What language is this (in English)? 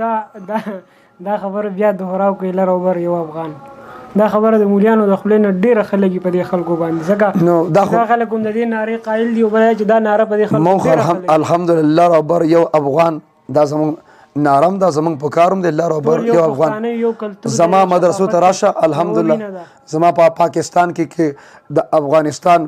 Pashto